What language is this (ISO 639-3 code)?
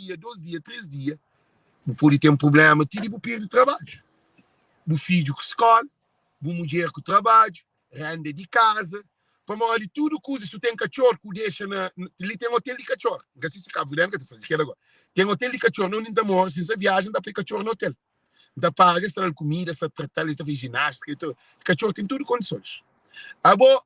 kea